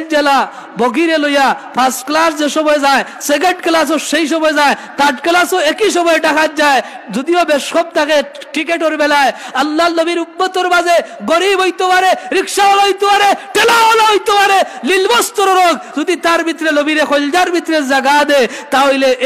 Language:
Sylheti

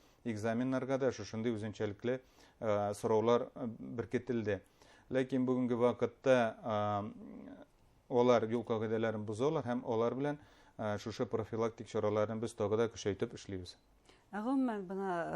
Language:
Bashkir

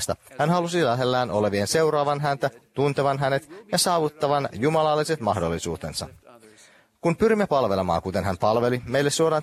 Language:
Finnish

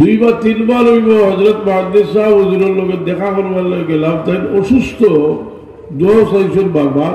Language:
Sylheti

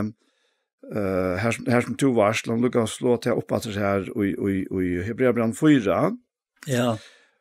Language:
Faroese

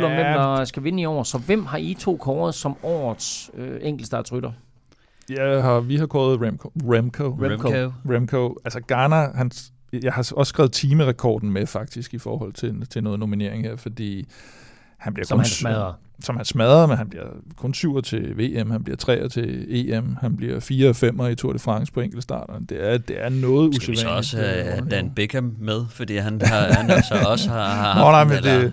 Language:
Danish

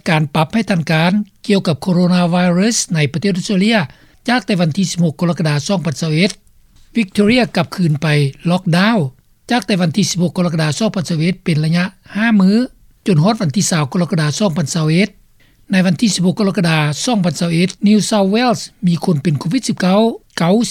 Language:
Lao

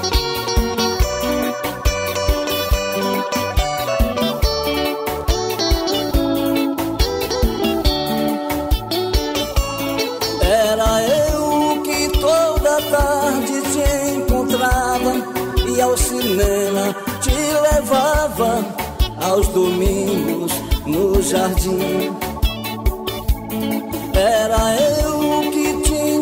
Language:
Portuguese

